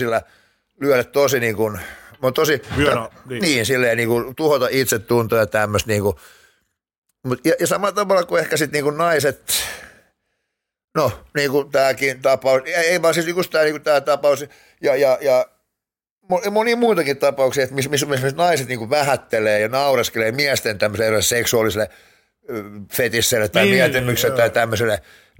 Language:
Finnish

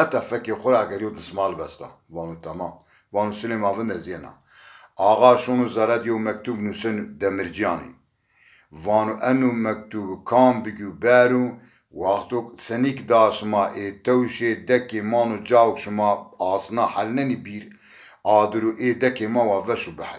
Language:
Zaza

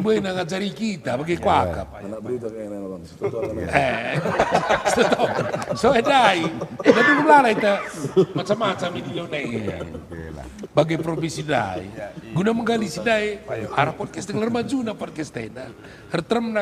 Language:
Batak Karo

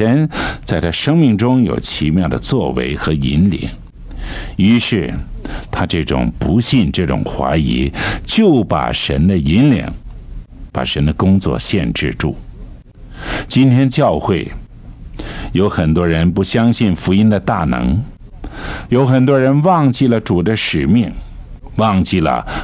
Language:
Chinese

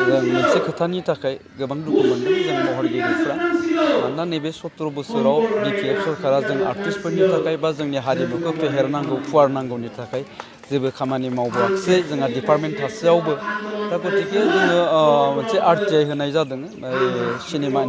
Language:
Bodo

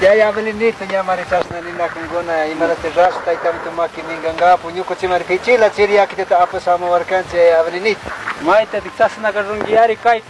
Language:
Chimborazo Highland Quichua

